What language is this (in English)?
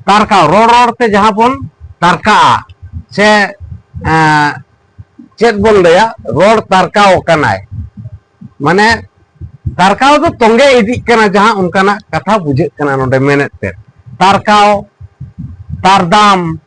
Santali